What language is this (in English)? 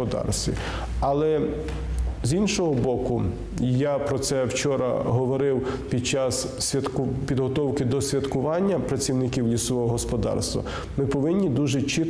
Ukrainian